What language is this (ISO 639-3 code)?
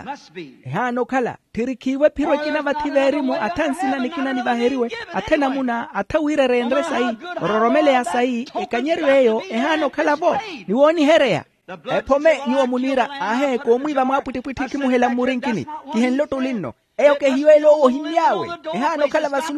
vmw